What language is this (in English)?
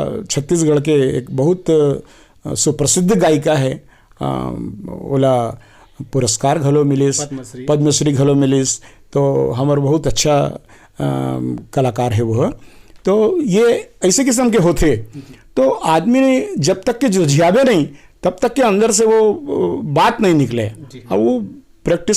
Chhattisgarhi